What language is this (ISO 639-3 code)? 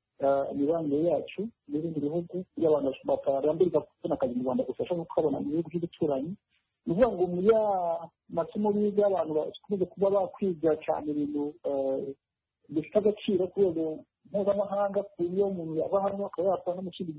kin